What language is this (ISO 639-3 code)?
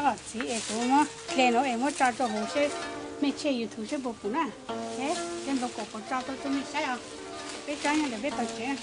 hmn